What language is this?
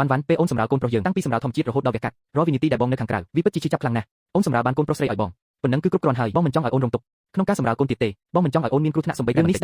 Khmer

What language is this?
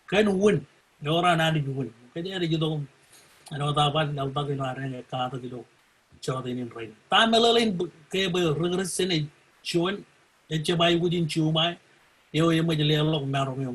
Marshallese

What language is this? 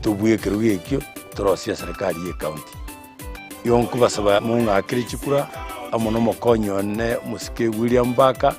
Gusii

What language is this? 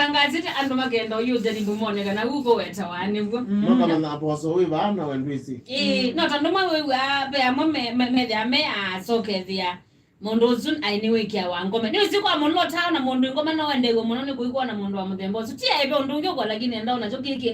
Kamba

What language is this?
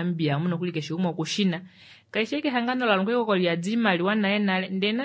Kuanyama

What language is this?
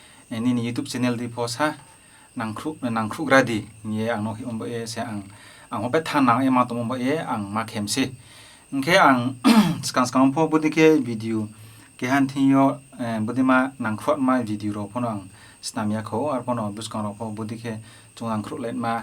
Riang (India)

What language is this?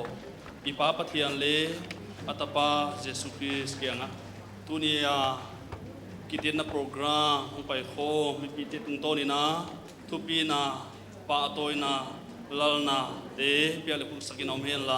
Paite Chin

